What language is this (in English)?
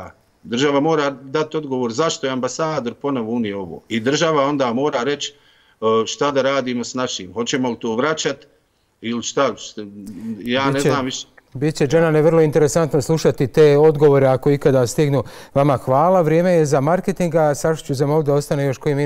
Bosnian